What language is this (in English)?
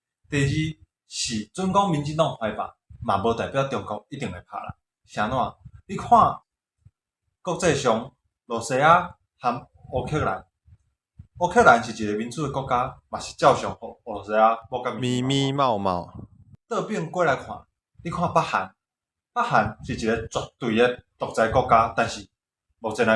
Min Nan Chinese